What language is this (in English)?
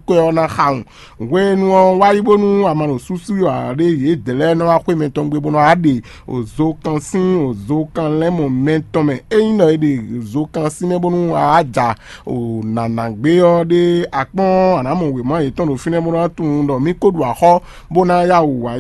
Fon